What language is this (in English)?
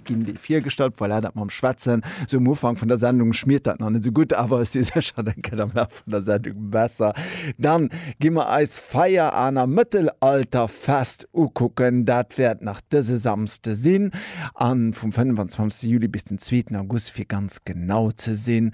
Luxembourgish